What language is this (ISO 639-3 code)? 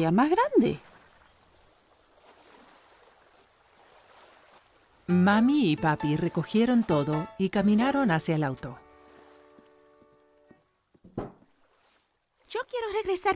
spa